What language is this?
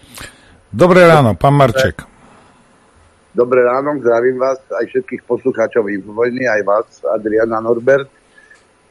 Slovak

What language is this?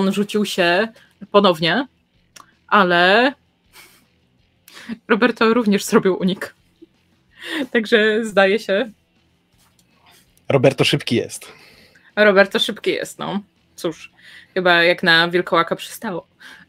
Polish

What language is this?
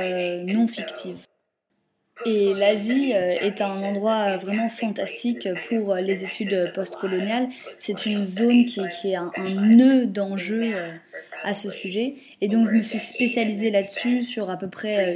French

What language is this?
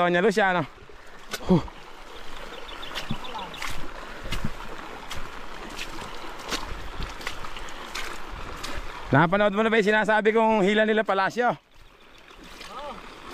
Filipino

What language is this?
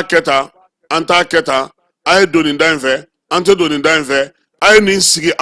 Bambara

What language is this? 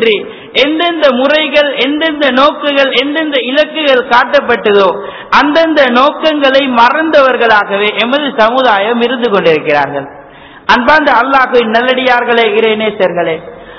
Tamil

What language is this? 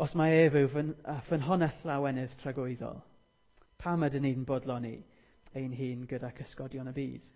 Welsh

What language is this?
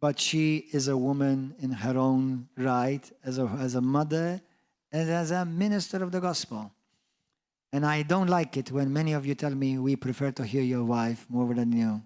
English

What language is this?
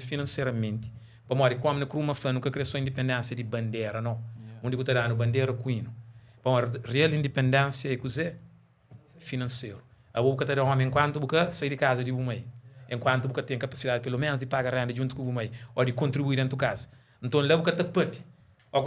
Kabuverdianu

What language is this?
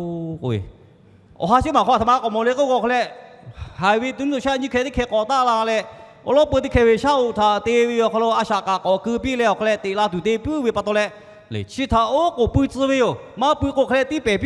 Lahu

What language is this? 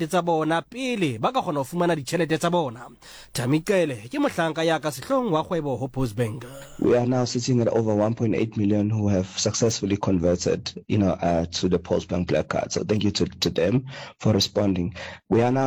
Southern Sotho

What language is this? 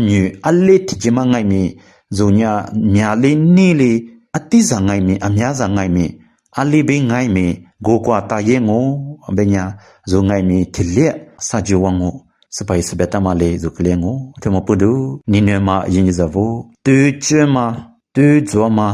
Lisu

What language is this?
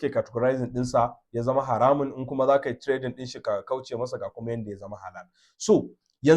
Hausa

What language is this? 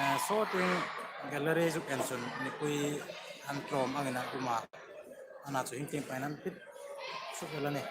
Hmar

